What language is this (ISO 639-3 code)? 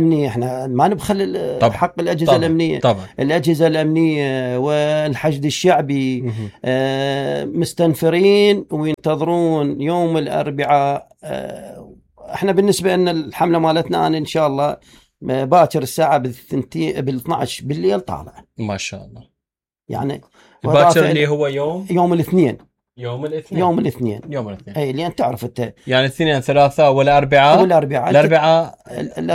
acm